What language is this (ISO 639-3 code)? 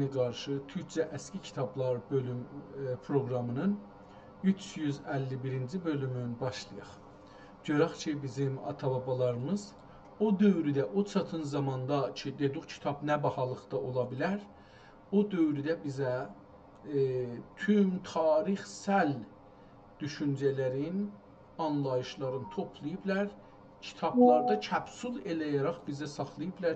azb